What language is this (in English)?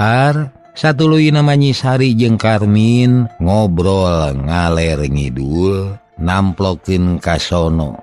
Sundanese